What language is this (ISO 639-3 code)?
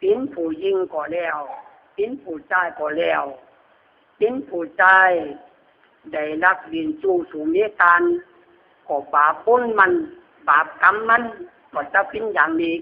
khb